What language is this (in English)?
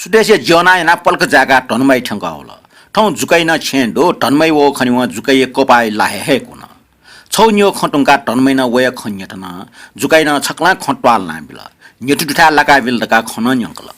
Newari